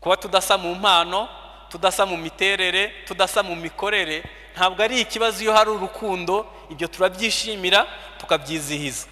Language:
Kinyarwanda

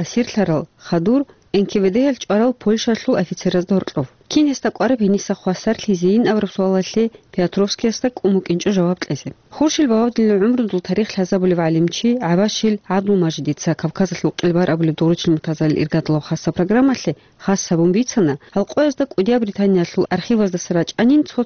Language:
Avaric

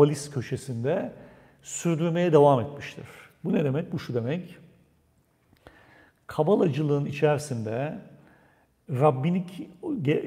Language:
Turkish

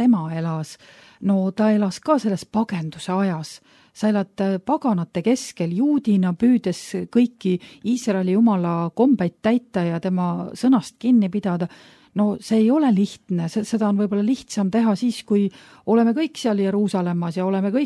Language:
Estonian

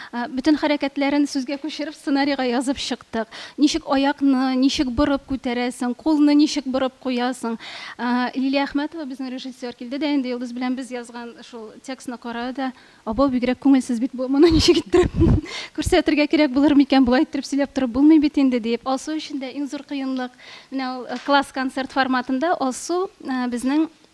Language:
Tatar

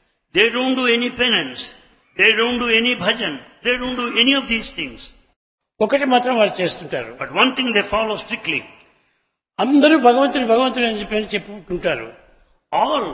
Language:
Telugu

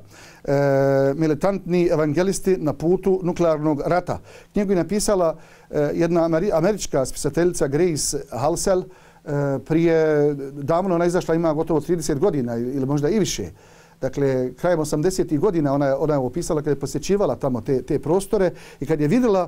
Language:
Bosnian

